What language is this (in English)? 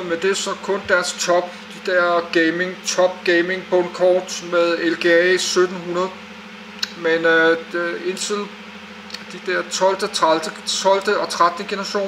Danish